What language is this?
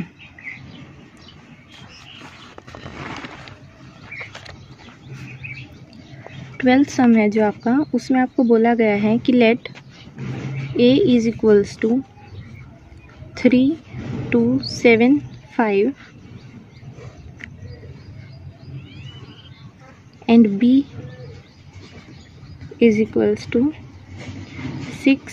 Hindi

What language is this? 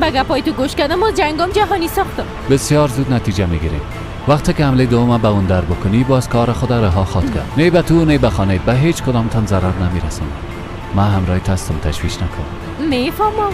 Persian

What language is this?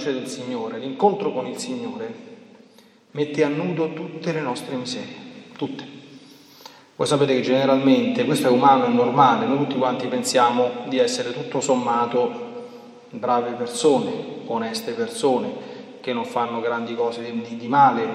Italian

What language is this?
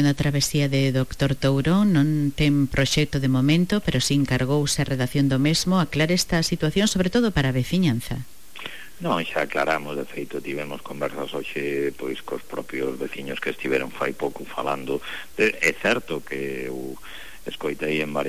Galician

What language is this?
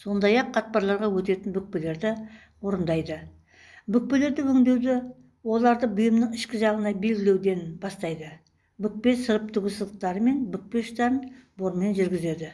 Kazakh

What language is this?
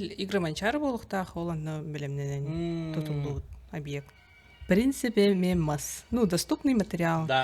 Yakut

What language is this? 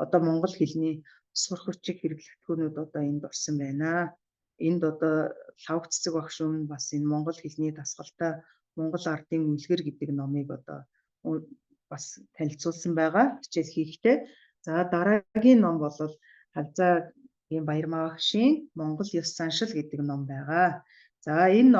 Mongolian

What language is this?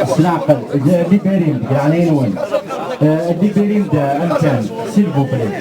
Kabyle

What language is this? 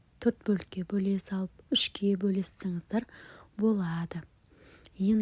Kazakh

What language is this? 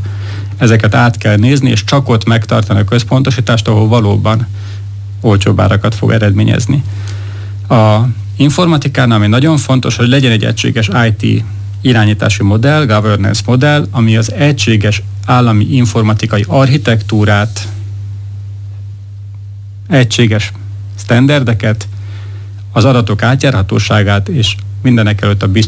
Hungarian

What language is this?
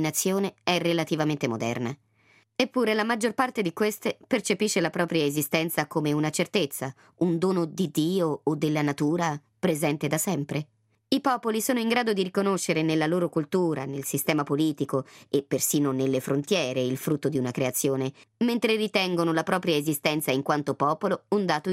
Italian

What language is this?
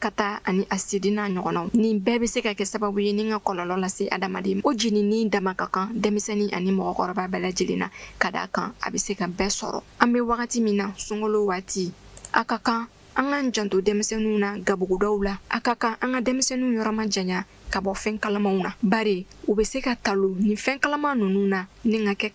Bambara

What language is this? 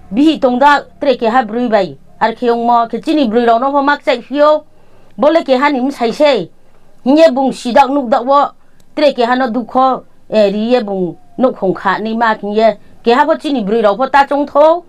Riang (India)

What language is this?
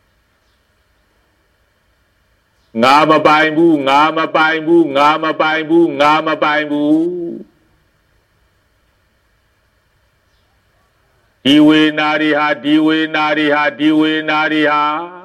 Burmese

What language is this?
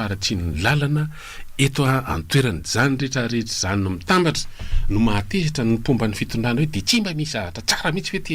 Malagasy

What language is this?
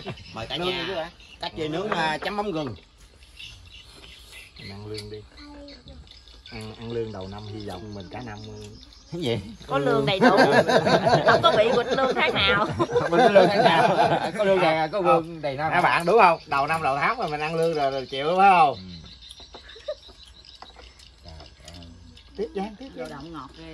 Vietnamese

